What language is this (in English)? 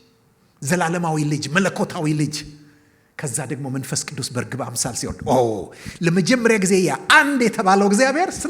Amharic